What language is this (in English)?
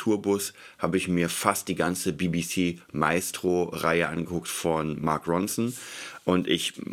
German